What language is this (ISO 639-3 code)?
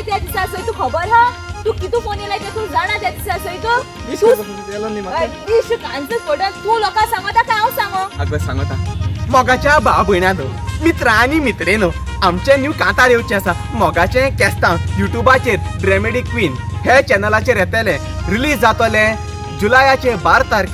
kok